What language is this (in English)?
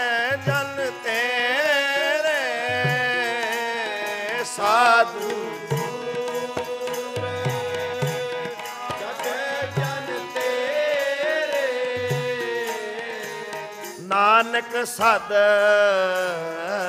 Punjabi